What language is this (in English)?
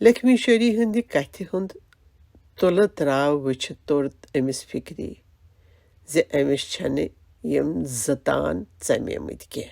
Kashmiri